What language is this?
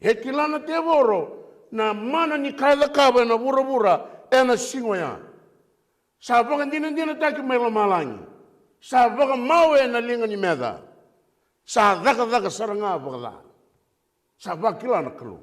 Fijian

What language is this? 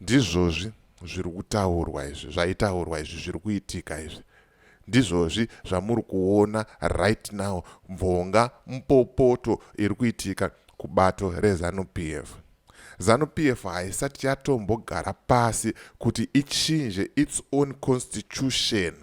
Shona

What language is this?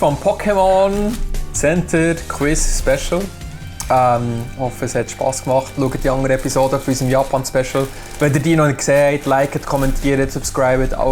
Swiss German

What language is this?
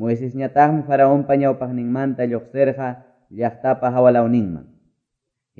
Quechua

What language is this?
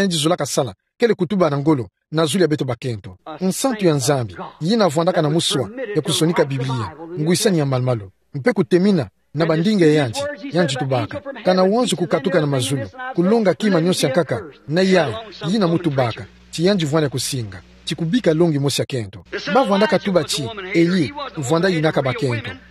Kituba (Democratic Republic of Congo)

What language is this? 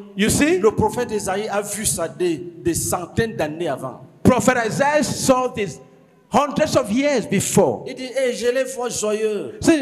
French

